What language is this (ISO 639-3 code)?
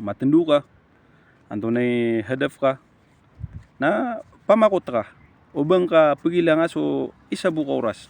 mrw